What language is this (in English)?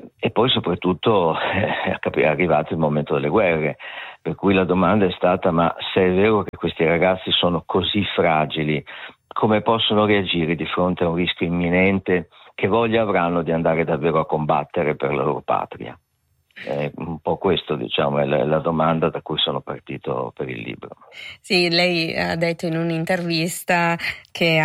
Italian